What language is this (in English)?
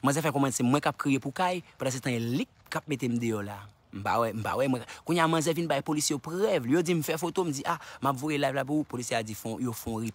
Haitian Creole